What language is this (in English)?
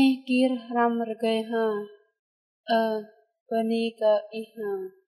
Jarai